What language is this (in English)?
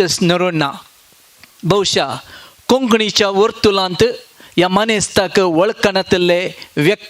Konkani